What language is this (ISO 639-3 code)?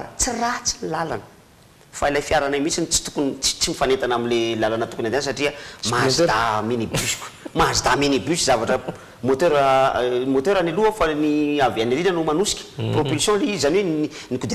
mlg